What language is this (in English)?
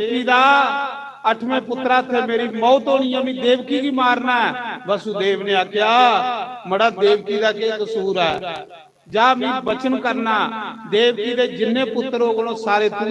Dogri